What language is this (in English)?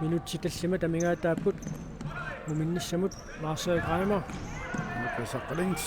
Kalaallisut